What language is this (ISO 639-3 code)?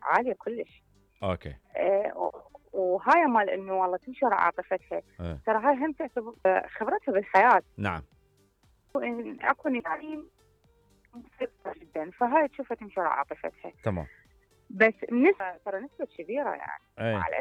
acm